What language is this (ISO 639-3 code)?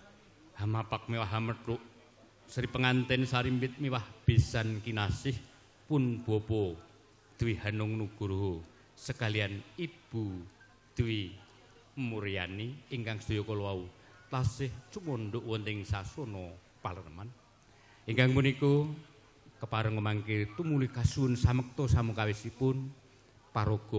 jav